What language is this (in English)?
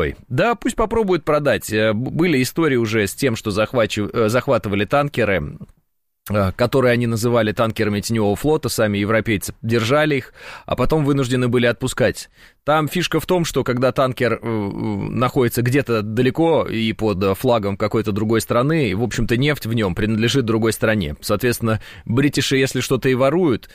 Russian